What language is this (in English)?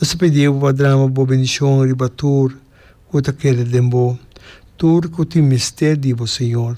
Papiamento